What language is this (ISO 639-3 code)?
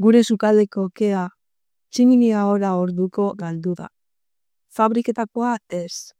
eus